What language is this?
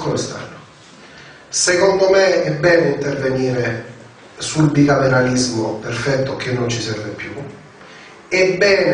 Italian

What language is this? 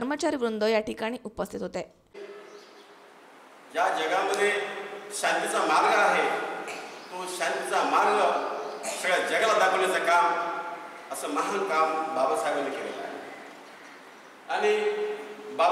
Marathi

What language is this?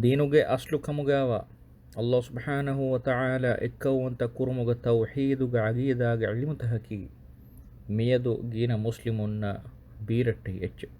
Divehi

